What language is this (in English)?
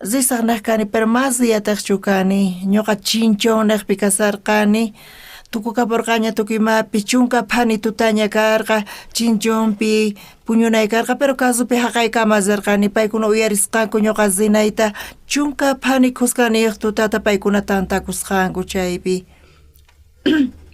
South Bolivian Quechua